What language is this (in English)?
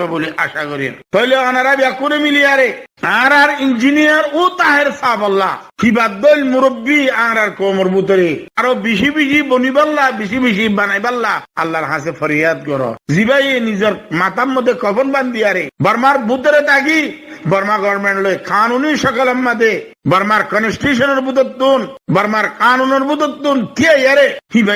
Rohingya